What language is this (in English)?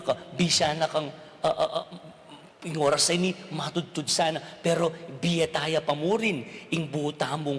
Pampanga